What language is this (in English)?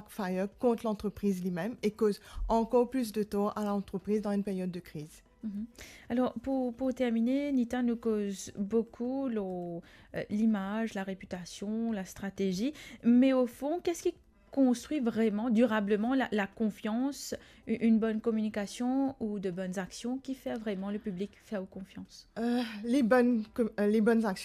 Morisyen